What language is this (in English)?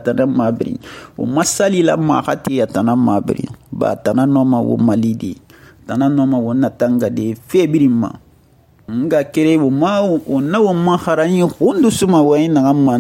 Susu